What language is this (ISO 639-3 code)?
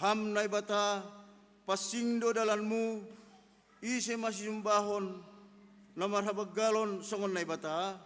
bts